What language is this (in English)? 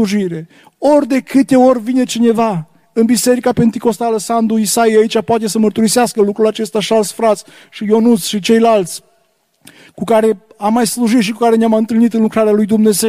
Romanian